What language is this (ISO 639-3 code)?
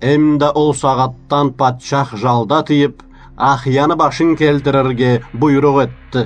krc